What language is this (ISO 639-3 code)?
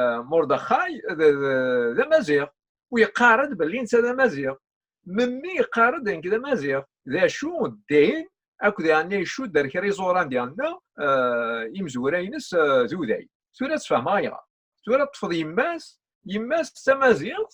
kab